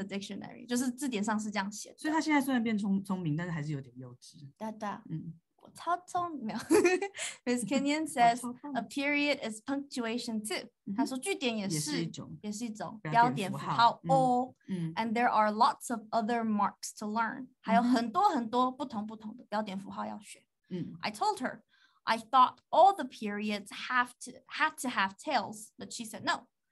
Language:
Chinese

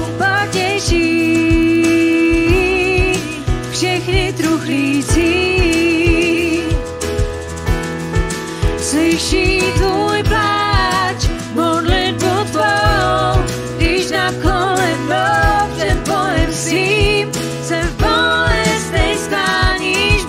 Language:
Czech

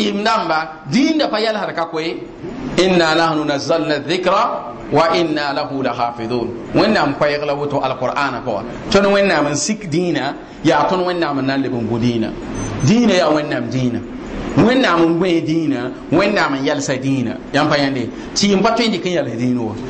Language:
Mossi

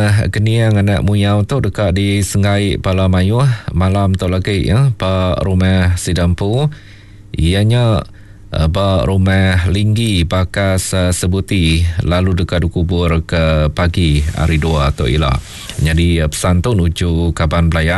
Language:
Iban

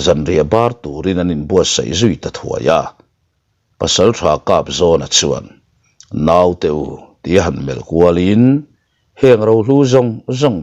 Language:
Mizo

